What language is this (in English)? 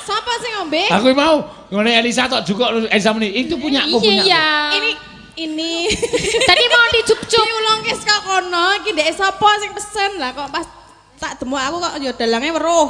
Javanese